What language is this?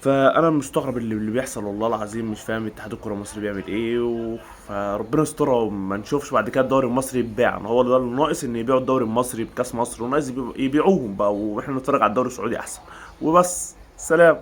Egyptian Arabic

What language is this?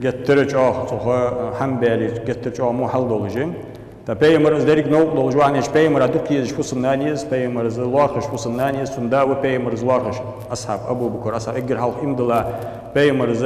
Ingush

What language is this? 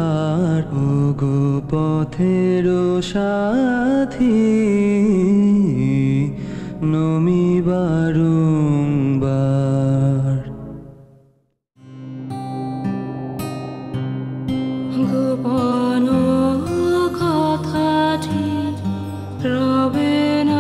Bangla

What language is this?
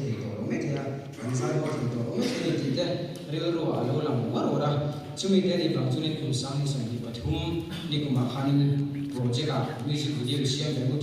Mizo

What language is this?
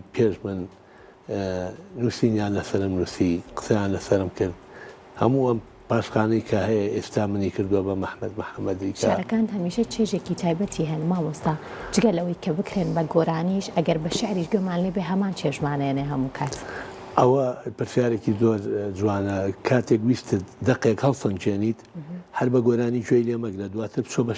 Central Kurdish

